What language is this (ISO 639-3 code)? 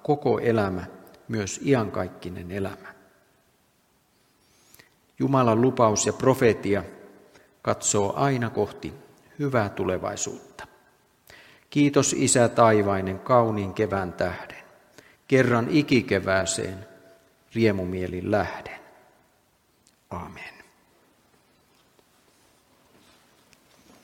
fin